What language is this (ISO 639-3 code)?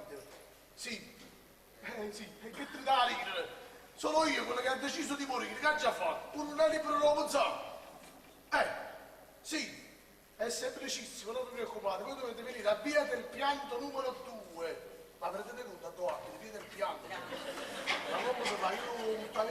nap